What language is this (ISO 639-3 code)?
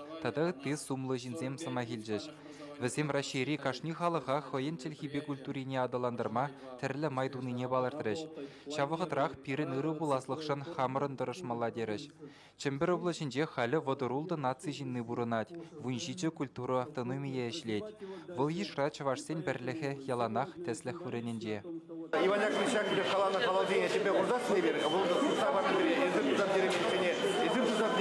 chv